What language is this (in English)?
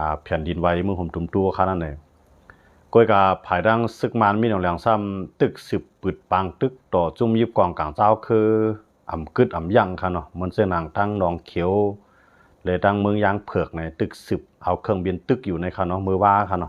Shan